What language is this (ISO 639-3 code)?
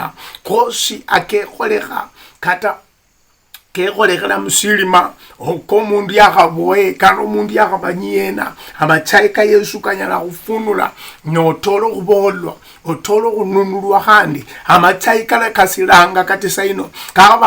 luy